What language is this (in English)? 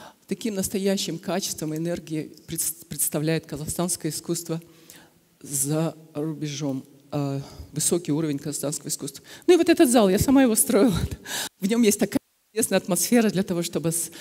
Russian